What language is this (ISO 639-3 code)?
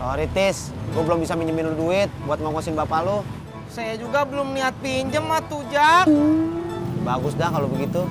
bew